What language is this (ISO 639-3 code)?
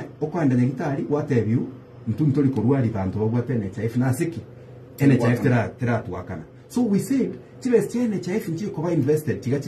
guz